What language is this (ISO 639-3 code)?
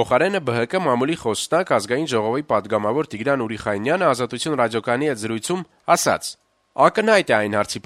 hye